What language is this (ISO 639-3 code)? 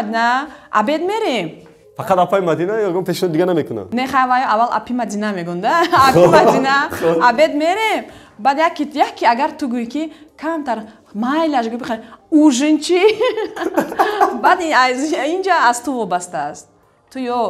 tgk